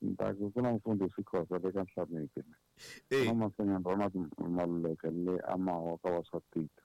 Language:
Tsonga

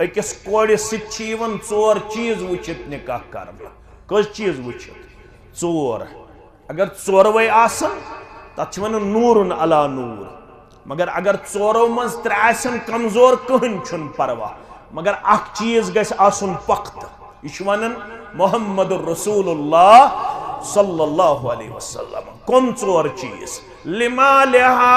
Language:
Kashmiri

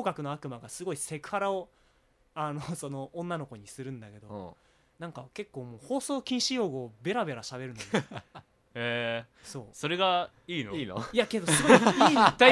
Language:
Japanese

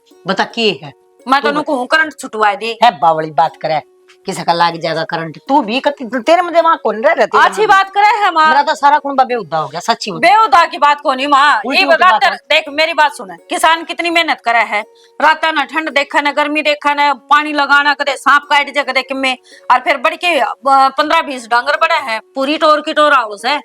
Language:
Haryanvi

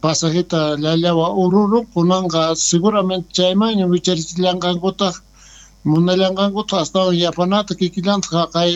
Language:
South Bolivian Quechua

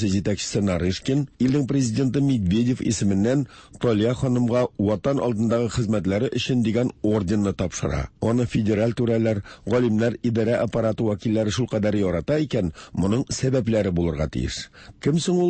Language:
Tatar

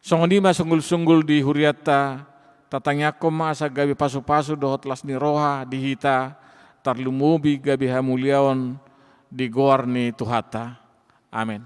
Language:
Batak Toba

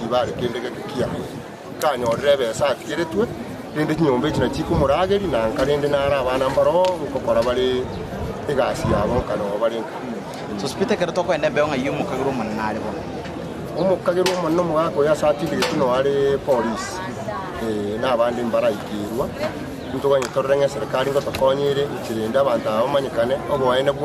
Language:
Gusii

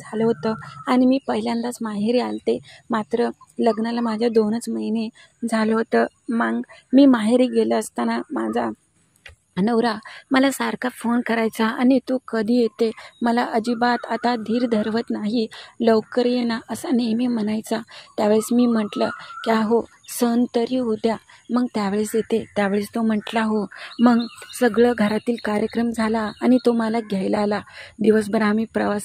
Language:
Marathi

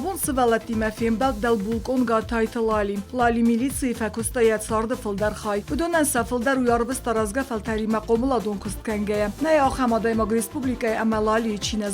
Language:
Ossetic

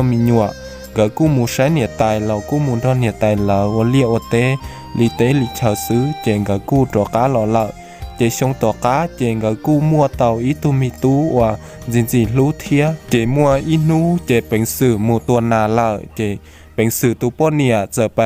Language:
Hmong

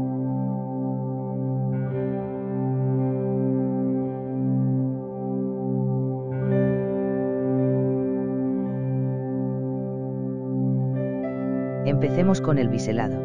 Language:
Spanish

